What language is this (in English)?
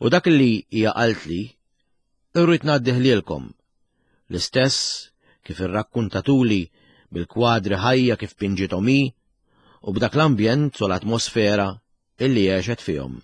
Maltese